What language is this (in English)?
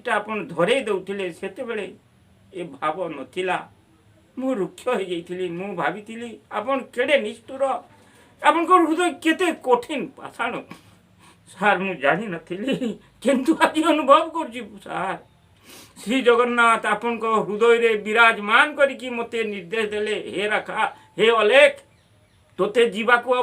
Odia